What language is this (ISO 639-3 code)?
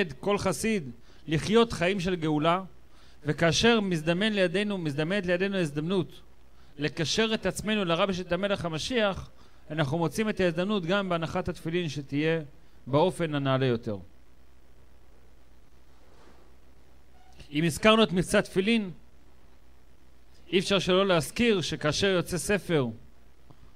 heb